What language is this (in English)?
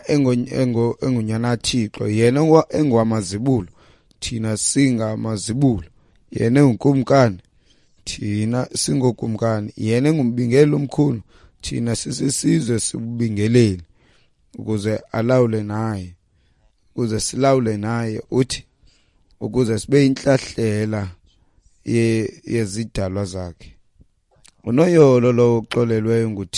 Xhosa